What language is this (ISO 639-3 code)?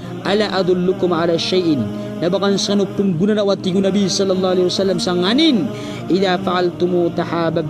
mrw